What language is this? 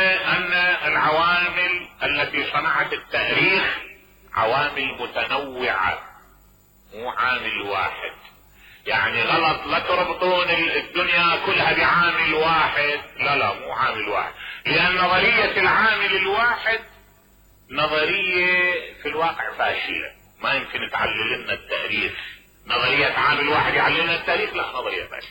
Mesopotamian Arabic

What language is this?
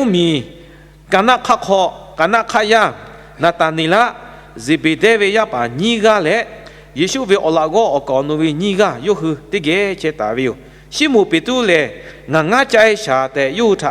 Lahu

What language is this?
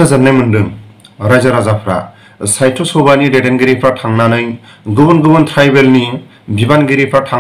Bodo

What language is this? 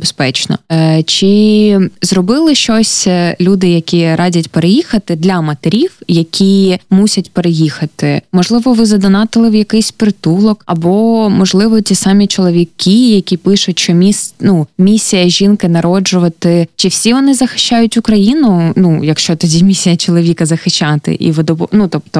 Ukrainian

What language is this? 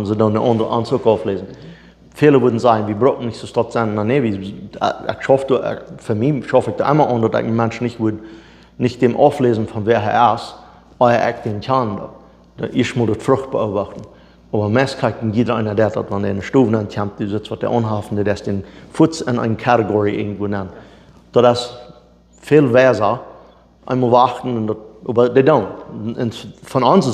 Plautdietsch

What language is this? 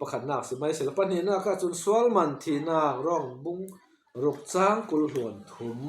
Falam Chin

